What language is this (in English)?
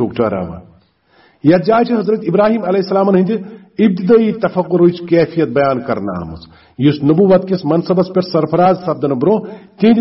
Kashmiri